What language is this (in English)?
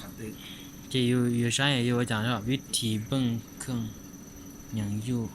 Hmong